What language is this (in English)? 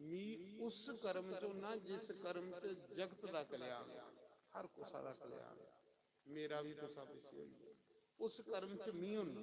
Dogri